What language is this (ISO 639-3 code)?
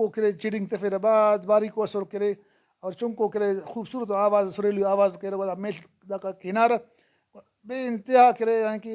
brh